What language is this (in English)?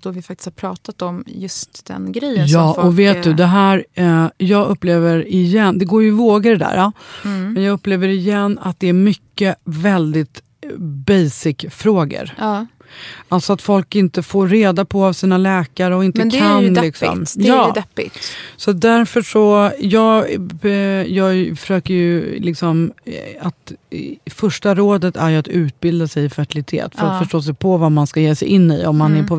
Swedish